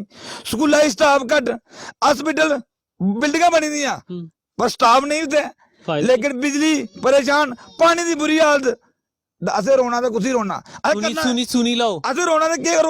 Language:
Dogri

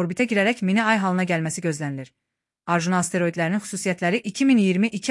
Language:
Azerbaijani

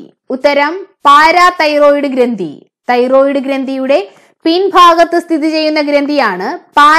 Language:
Malayalam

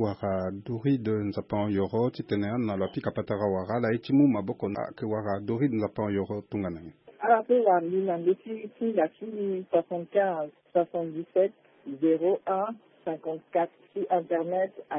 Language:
Sango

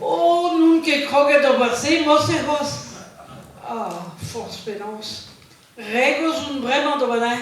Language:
Breton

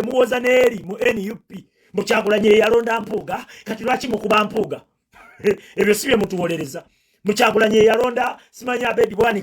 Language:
Ganda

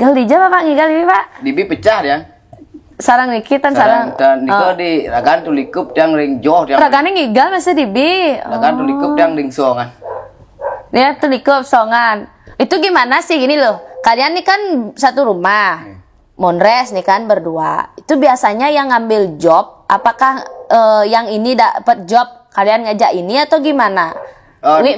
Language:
Balinese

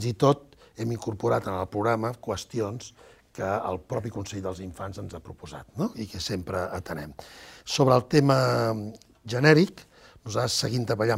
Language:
Catalan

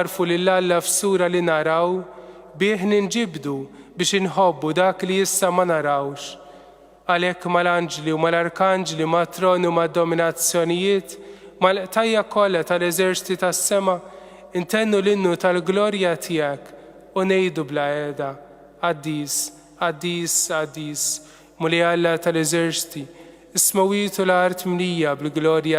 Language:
Maltese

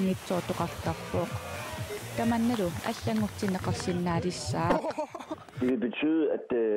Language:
Kalaallisut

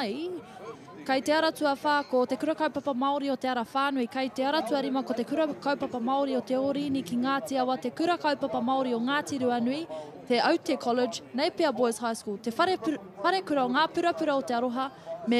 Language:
Māori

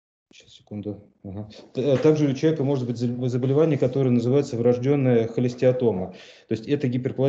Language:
Russian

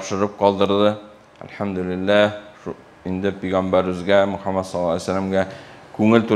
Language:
Tatar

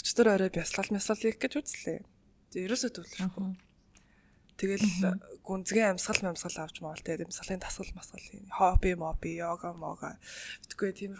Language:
Mongolian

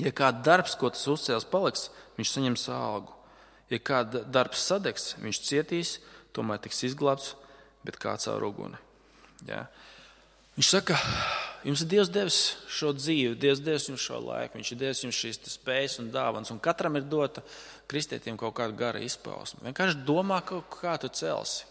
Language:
Latvian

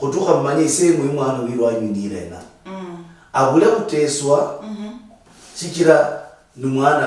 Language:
Luyia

